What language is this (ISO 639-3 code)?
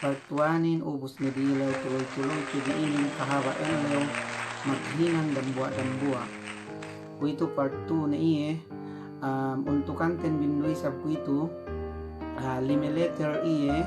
yka